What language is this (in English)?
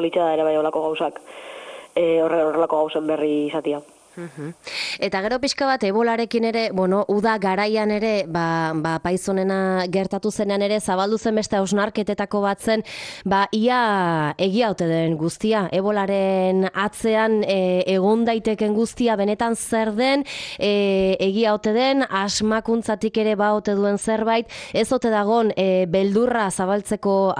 Basque